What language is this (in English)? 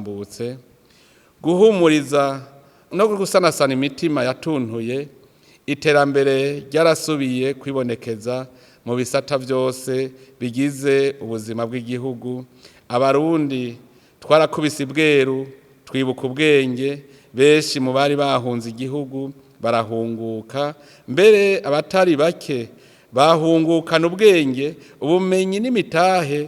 Rundi